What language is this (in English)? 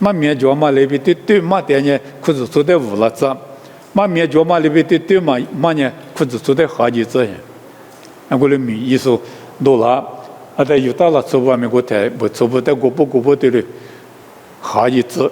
Lisu